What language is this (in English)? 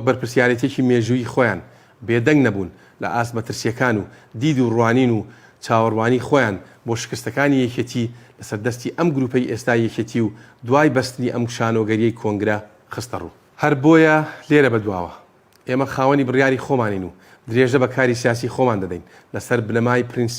Central Kurdish